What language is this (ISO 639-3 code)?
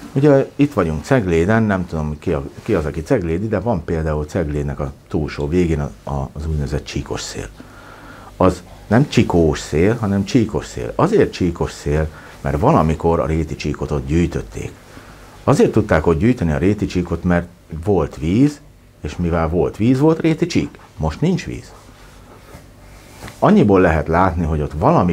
hun